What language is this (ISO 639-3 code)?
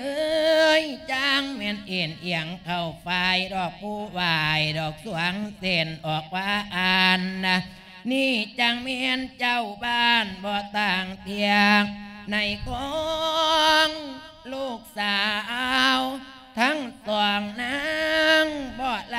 lao